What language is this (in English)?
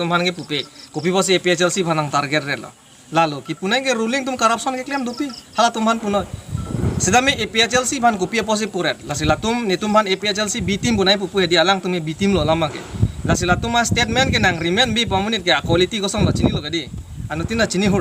Karbi